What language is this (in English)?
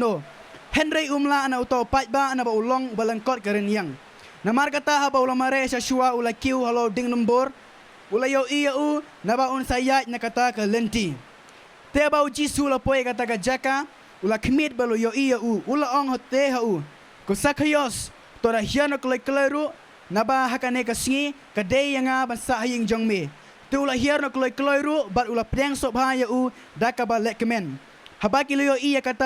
Khasi